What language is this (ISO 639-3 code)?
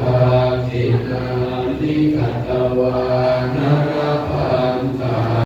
pli